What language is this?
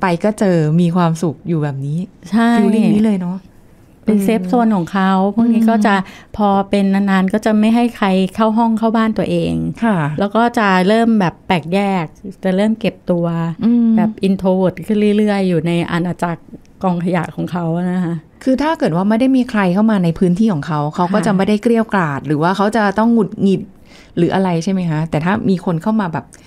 Thai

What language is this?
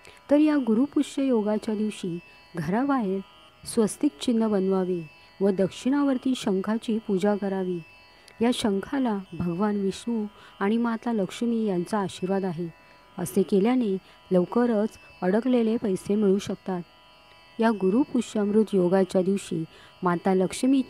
Marathi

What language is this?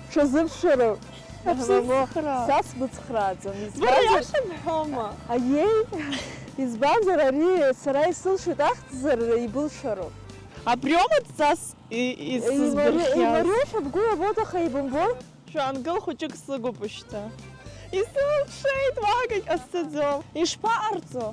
Abkhazian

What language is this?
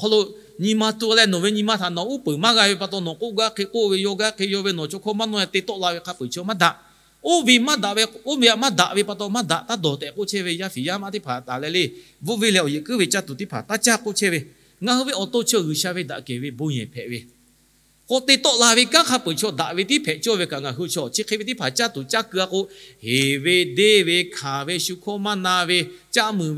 Lahu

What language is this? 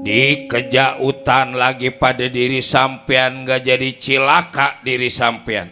Betawi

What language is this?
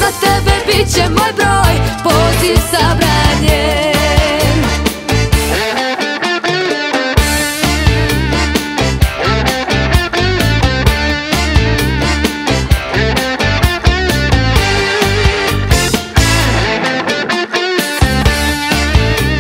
Croatian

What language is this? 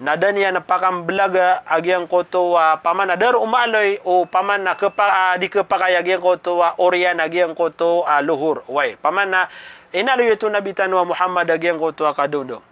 Maranao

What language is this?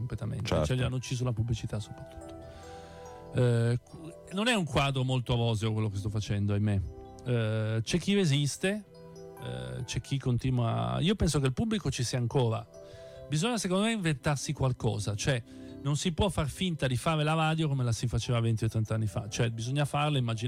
Italian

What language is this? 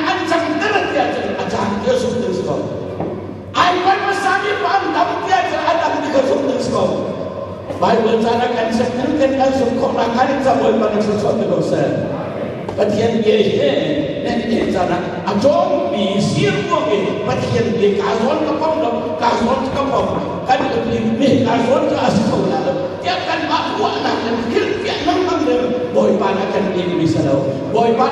Hakha Chin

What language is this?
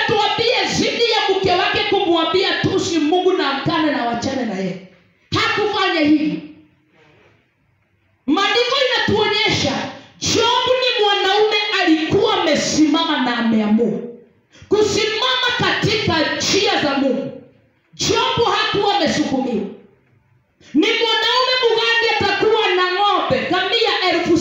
Swahili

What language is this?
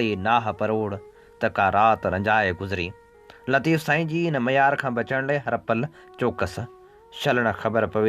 Sindhi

